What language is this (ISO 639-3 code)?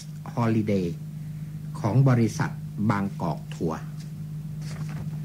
tha